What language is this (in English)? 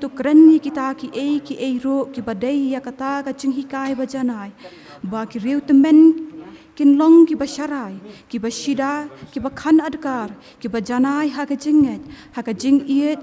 Khasi